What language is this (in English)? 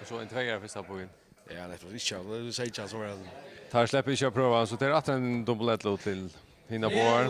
Faroese